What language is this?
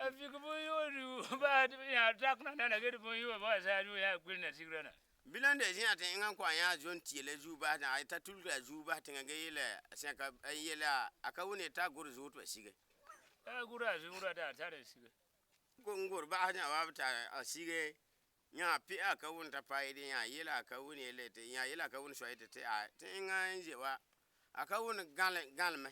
Frafra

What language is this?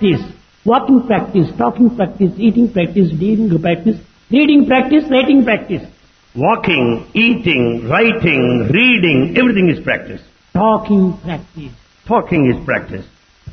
Telugu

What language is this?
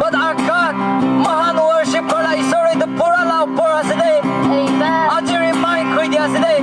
Naga Pidgin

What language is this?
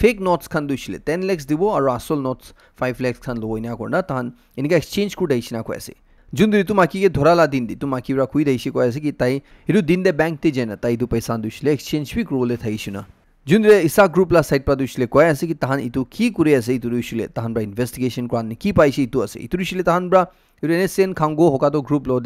Naga Pidgin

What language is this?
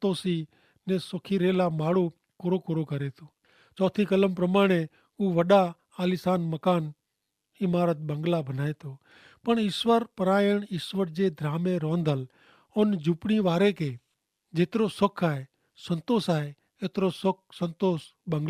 Kachhi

